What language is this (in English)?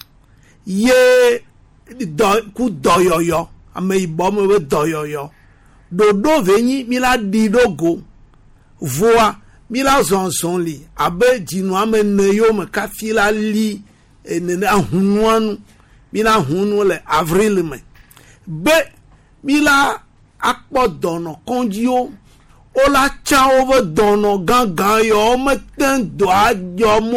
Gen